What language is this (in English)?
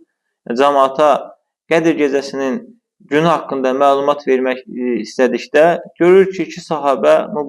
Azerbaijani